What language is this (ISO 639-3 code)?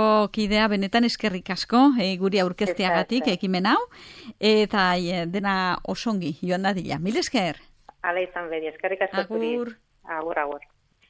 eus